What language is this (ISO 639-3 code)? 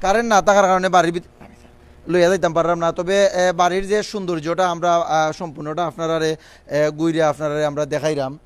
syl